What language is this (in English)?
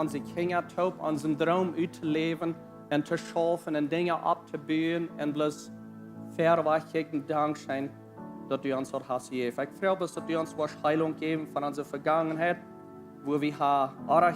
Plautdietsch